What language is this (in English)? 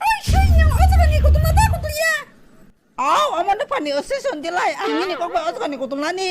Kok Borok